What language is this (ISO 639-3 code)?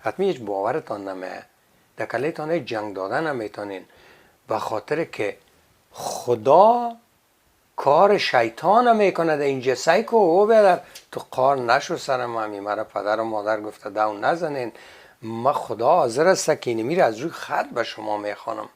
fas